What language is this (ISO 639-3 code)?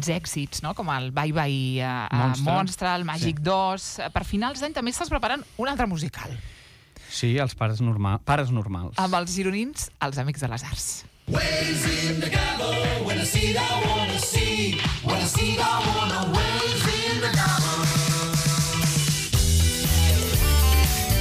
cat